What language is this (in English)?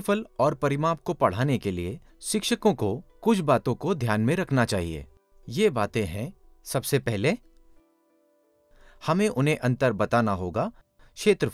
Hindi